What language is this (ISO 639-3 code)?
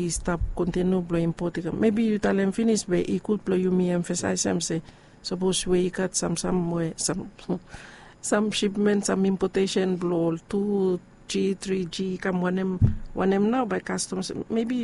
bis